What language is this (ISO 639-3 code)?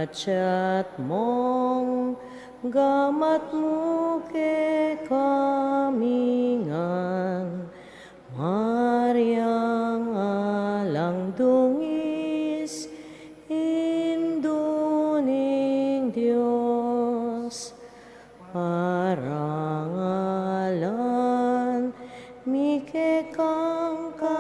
pam